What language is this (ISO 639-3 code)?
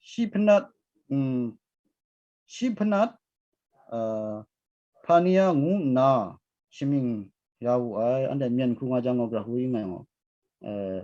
kac